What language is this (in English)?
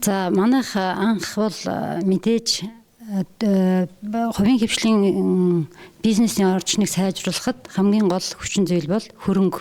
Mongolian